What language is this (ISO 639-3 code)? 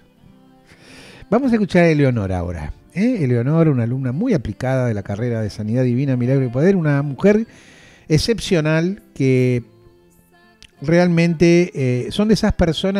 spa